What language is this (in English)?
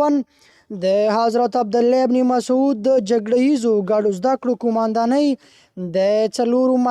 Pashto